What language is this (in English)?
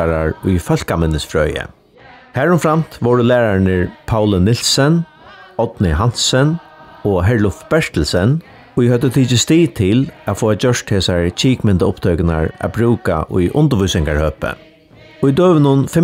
Faroese